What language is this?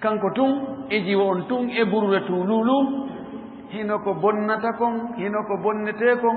Fula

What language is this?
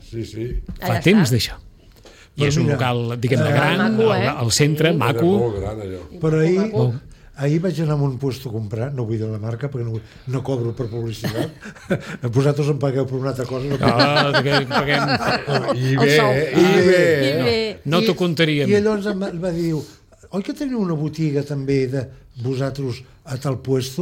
Catalan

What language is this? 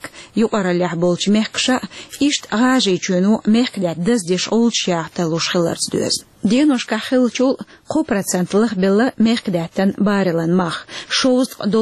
Chechen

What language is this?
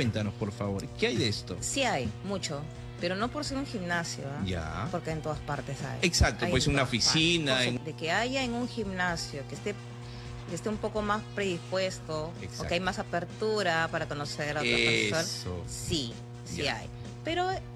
Spanish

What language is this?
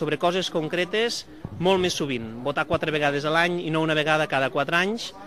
Catalan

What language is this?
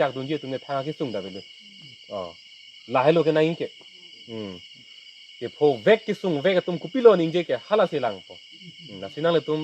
Karbi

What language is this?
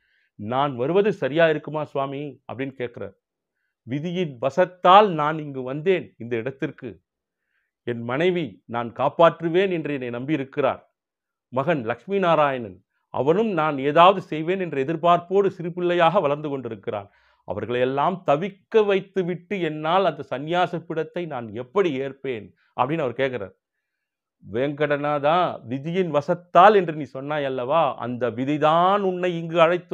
Tamil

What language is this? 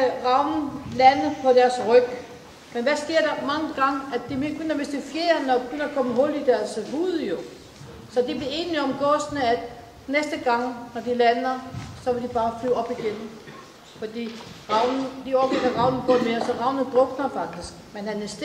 Danish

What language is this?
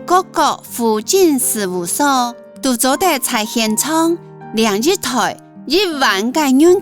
Hakka Chinese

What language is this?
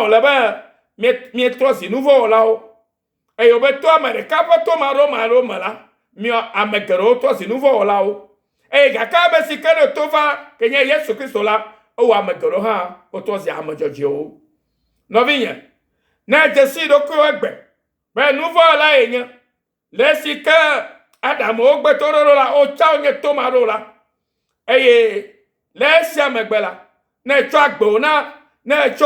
Ewe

